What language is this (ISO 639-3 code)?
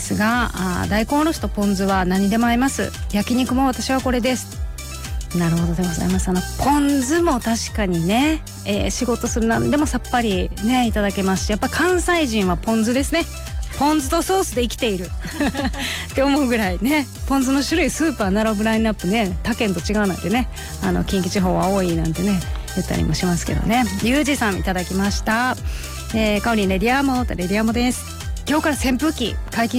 jpn